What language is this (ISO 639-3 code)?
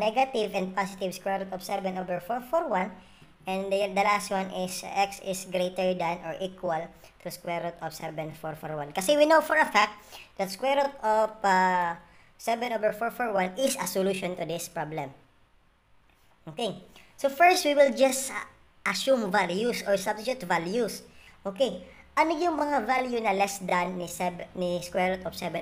fil